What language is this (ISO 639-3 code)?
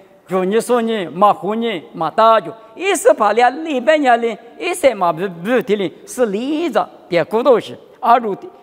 lis